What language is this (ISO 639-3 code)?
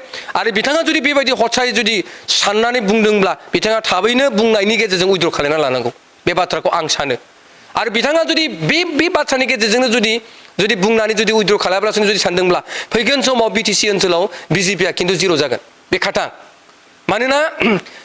brx